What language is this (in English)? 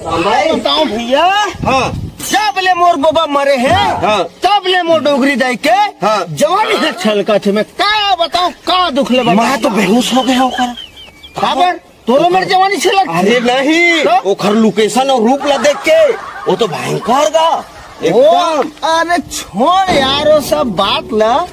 Chhattisgarhi